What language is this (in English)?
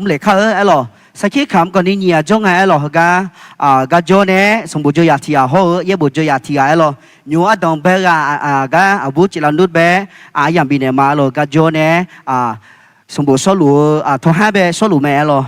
Akha